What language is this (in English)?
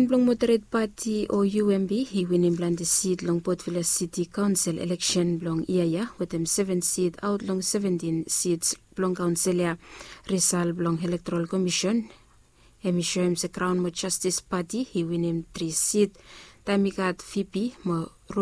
Bislama